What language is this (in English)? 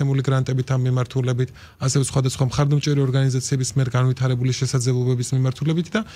Georgian